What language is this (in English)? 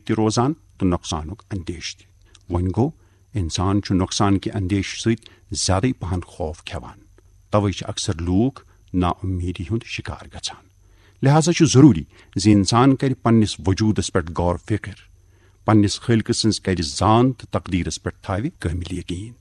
Kashmiri